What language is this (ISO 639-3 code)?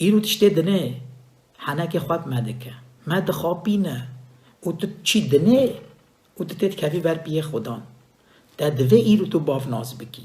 kur